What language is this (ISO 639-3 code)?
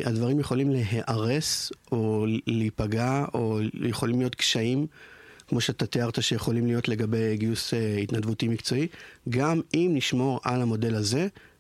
heb